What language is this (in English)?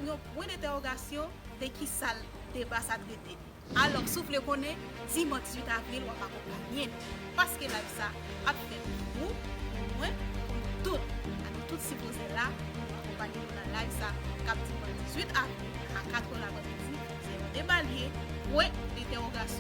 Haitian Creole